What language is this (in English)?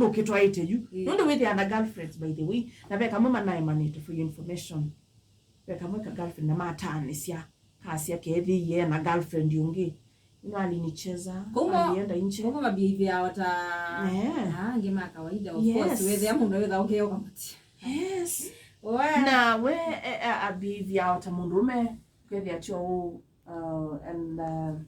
Kamba